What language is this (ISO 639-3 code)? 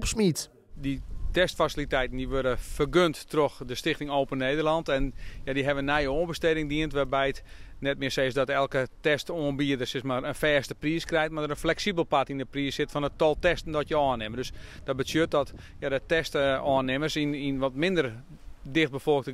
fry